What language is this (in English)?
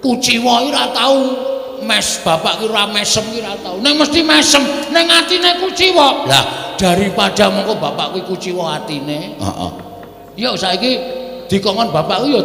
Javanese